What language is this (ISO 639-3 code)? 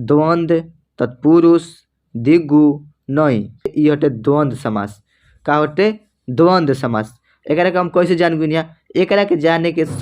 bho